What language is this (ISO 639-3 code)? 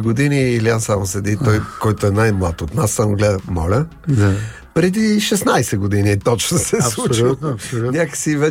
bul